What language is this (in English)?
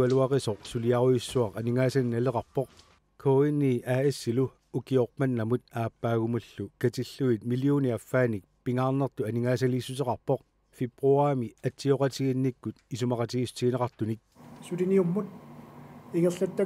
Kalaallisut